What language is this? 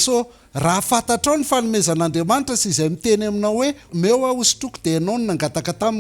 Malagasy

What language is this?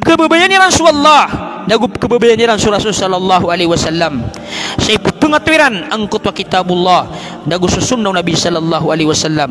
Maranao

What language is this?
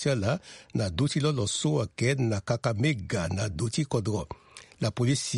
Sango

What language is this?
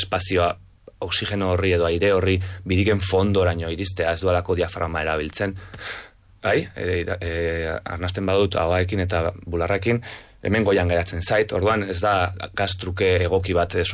Basque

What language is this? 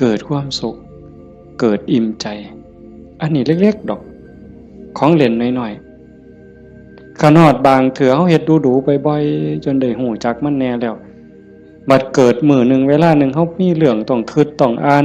Northeastern Thai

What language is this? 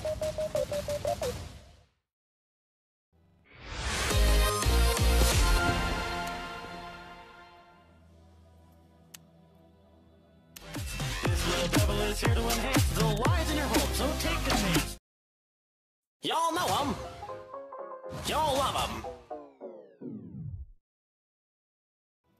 English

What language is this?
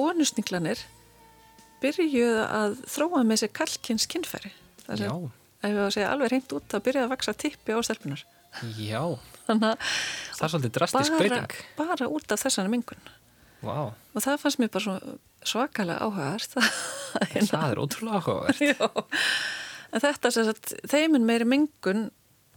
Icelandic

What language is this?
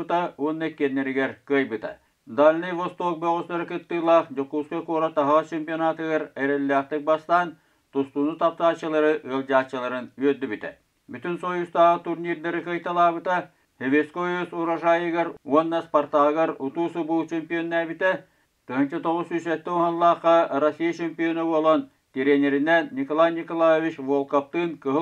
Yakut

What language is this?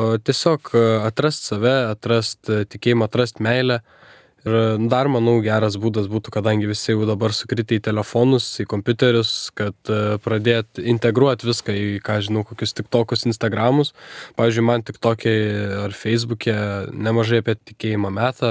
Lithuanian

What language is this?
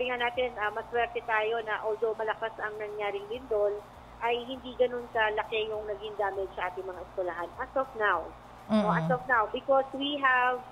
Filipino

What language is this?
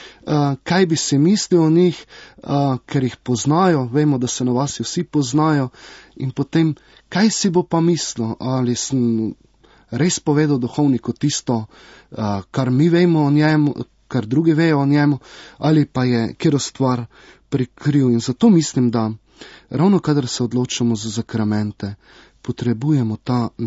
Slovenian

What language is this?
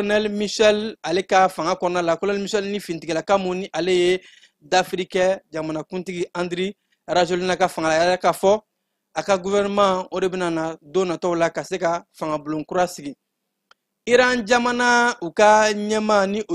Bambara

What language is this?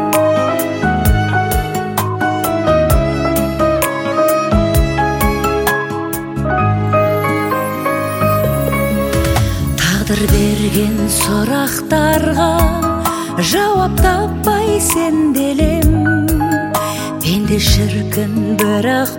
Kazakh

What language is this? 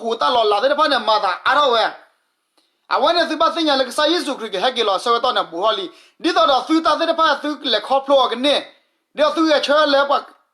S'gaw Karen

